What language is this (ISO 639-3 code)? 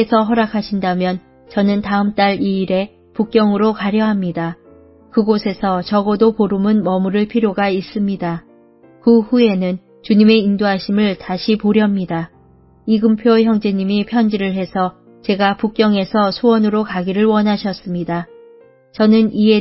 kor